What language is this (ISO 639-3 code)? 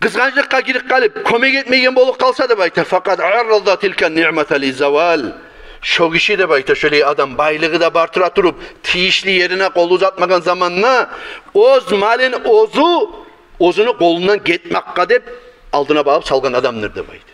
kum